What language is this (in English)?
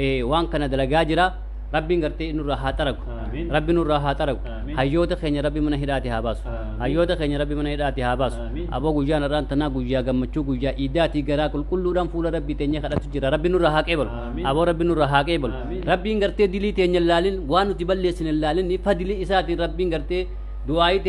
Oromo